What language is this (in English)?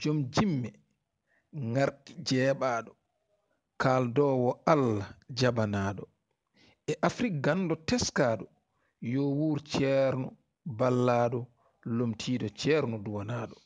Fula